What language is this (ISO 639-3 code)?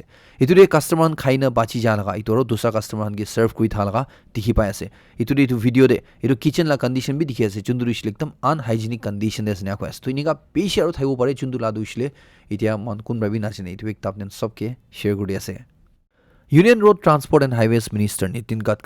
nag